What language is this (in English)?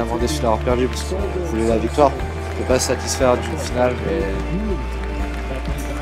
French